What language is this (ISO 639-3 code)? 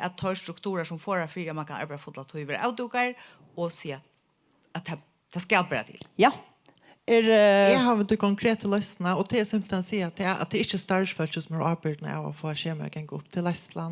fao